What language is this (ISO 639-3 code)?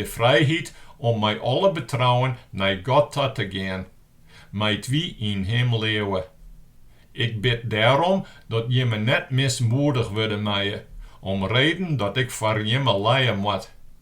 fry